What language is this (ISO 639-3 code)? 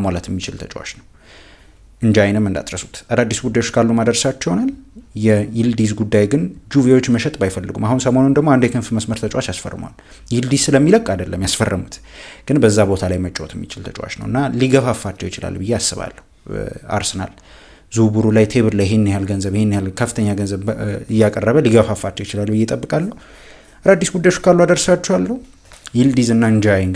amh